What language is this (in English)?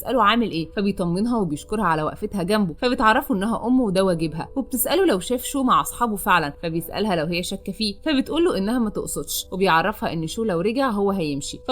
Egyptian Arabic